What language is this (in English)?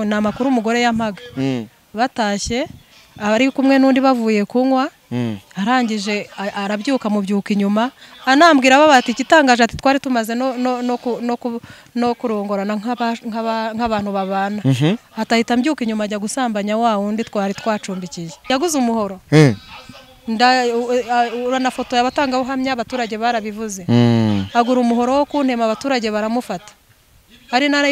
Kinyarwanda